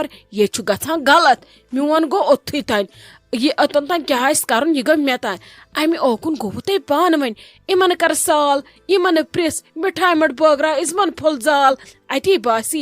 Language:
Kashmiri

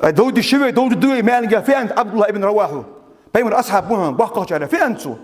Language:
Ingush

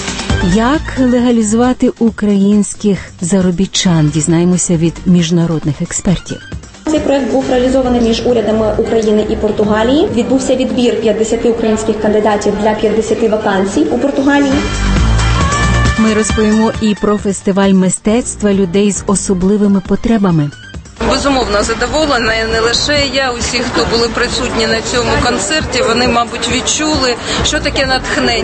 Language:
Ukrainian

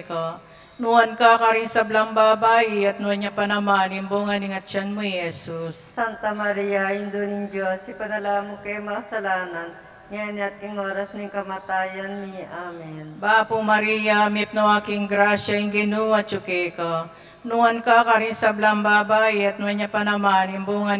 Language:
Pampanga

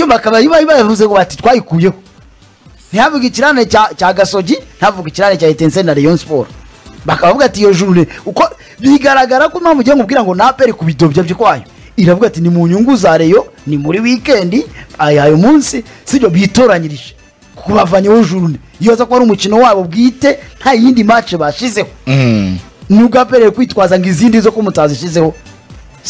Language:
Kinyarwanda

